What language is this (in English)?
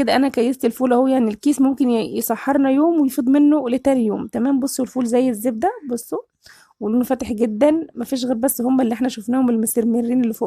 Egyptian Arabic